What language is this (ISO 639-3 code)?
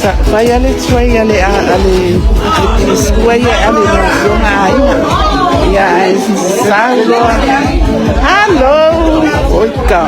smo